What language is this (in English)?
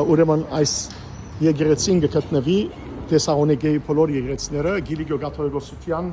Western Armenian